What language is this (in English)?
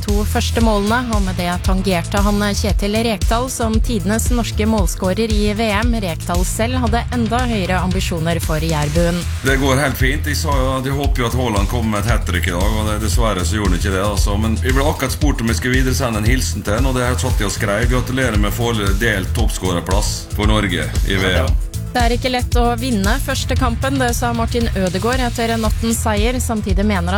Norwegian